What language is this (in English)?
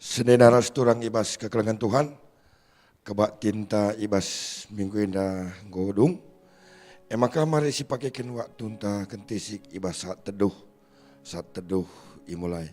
Batak Karo